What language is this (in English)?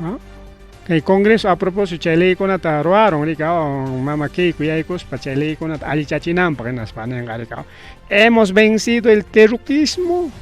Ayacucho Quechua